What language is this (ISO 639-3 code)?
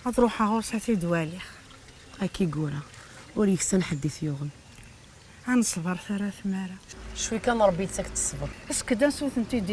kab